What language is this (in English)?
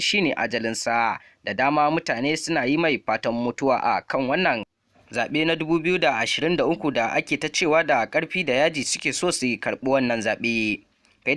Hausa